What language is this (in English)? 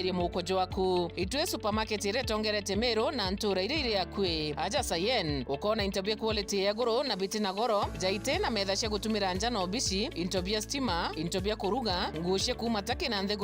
Meru